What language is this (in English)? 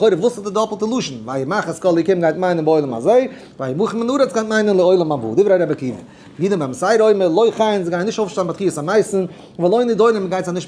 Yiddish